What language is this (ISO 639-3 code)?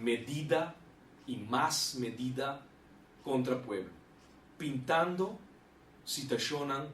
pap